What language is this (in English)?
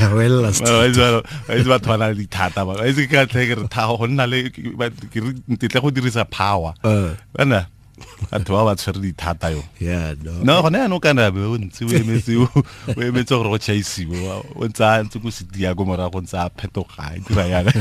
Tswana